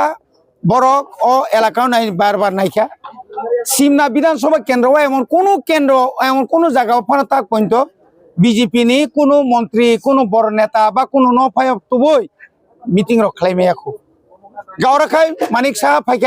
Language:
Kok Borok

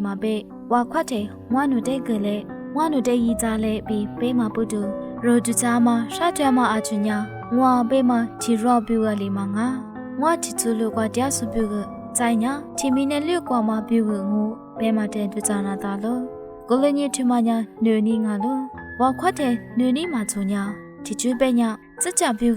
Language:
Lisu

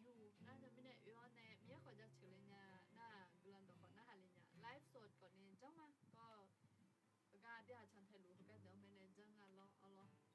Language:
Akha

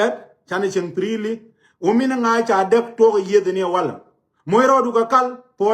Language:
Nuer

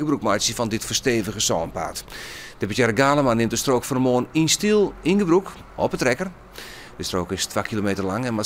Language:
Western Frisian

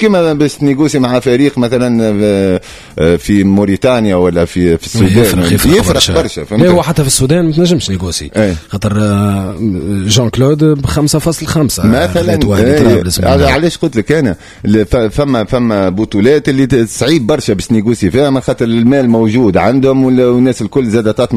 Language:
Tunisian Arabic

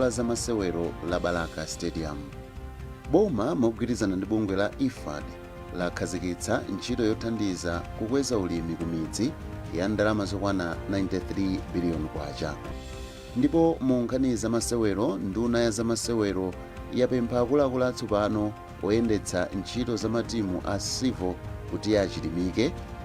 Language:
Nyanja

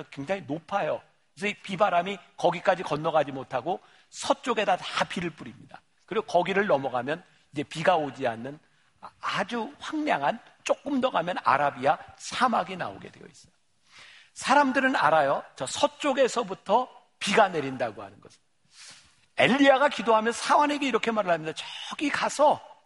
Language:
Korean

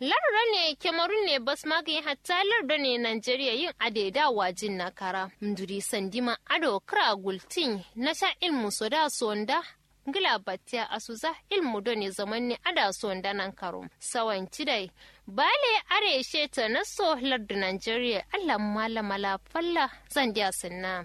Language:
Kanuri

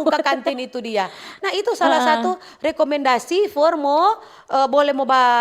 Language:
Manado Malay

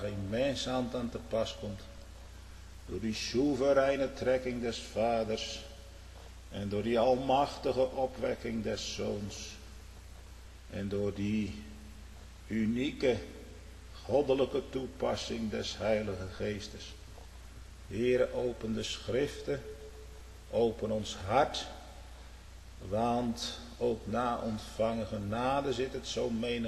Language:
Dutch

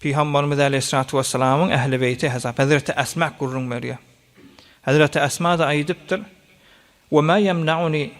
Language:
Turkmen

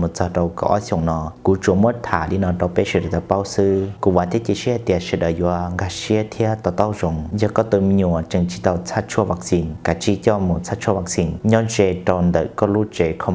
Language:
Hmong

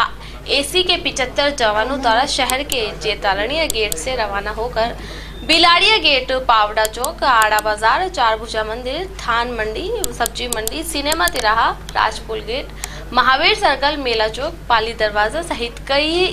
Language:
Hindi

